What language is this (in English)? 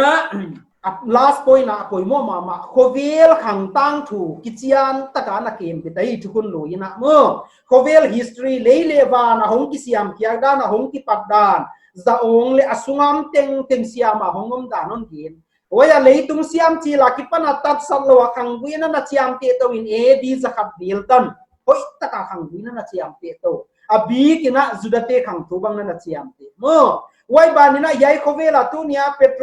Paite Chin